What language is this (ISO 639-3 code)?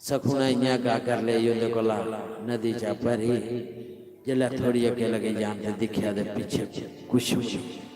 doi